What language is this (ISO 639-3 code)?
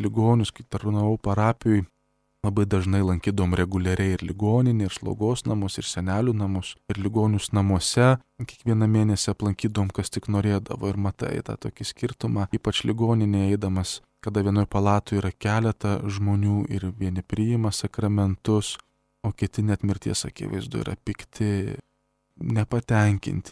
lit